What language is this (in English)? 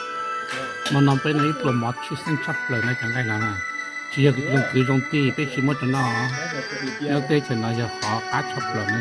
Hmong